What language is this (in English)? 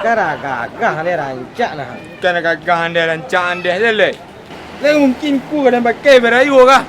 Minangkabau